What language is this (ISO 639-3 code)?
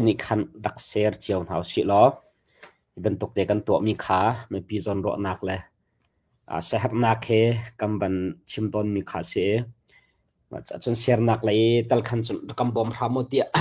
cnh